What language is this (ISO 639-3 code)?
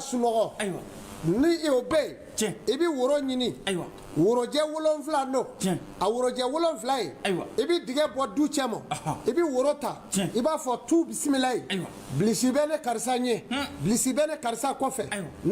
bam